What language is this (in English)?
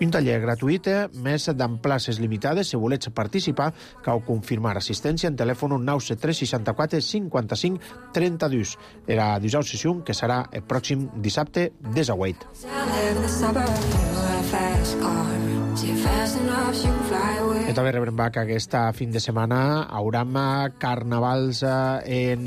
Catalan